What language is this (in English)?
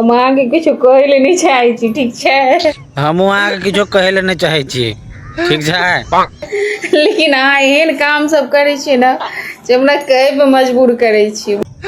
Maithili